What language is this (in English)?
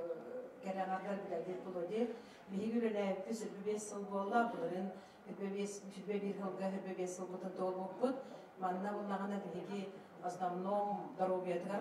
Yakut